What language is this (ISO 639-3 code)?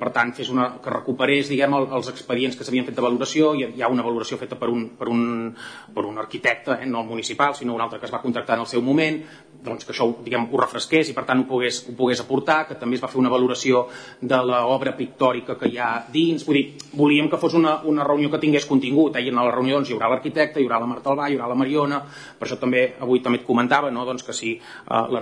cat